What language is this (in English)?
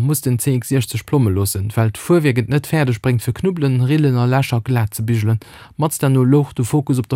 Luxembourgish